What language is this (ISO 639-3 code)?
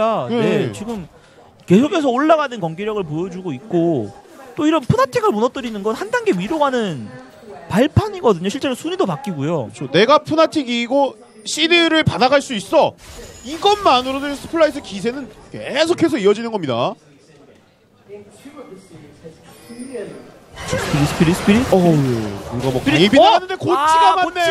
kor